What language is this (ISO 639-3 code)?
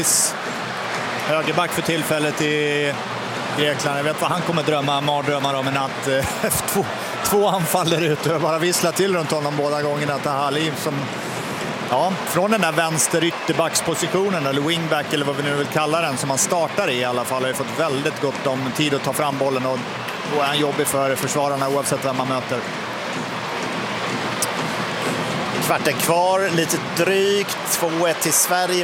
swe